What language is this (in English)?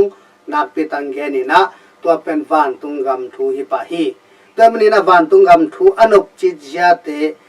Tedim Chin